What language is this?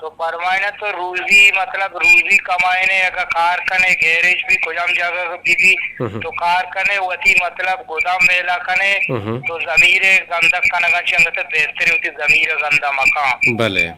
Eastern Balochi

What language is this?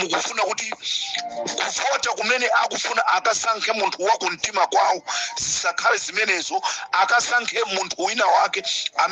Nyanja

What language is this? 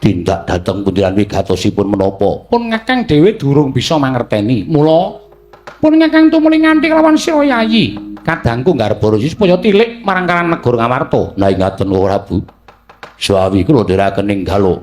Javanese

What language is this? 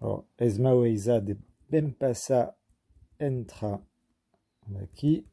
Occitan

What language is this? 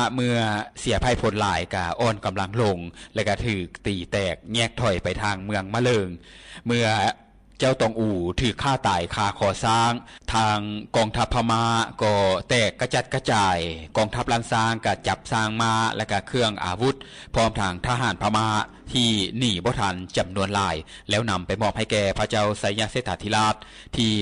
Lao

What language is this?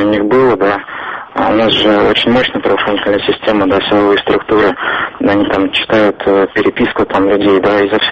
Russian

